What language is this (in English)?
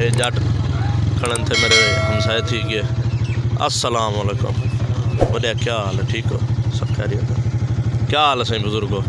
Saraiki